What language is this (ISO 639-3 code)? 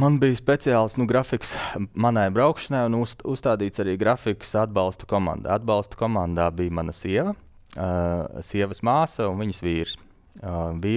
lav